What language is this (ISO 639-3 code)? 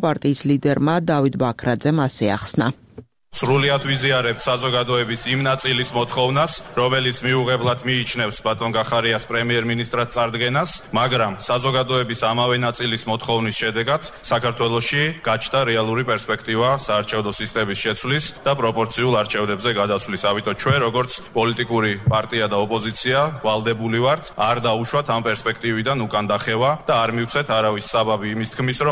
kat